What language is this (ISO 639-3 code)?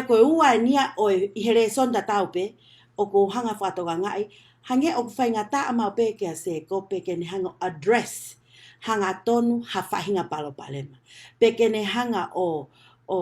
ton